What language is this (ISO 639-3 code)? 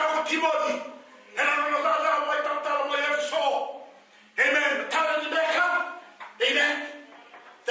fij